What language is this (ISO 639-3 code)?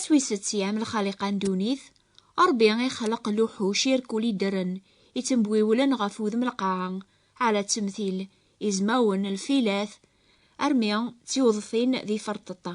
kab